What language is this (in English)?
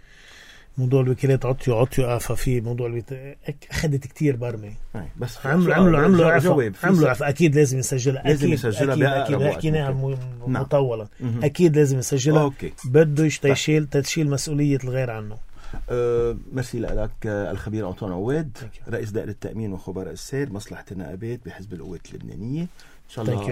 North Levantine Arabic